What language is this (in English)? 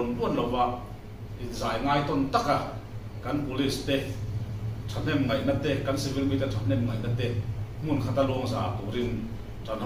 Mizo